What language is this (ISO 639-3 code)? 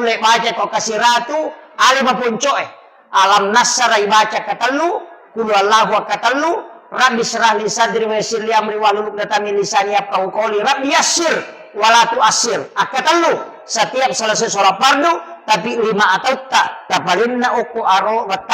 bug